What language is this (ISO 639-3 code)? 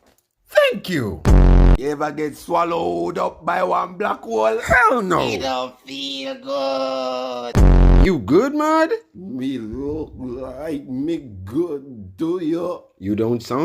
jam